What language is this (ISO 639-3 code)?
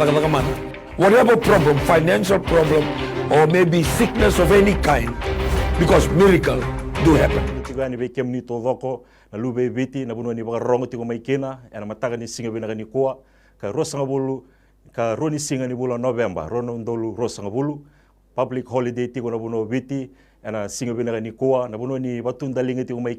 fij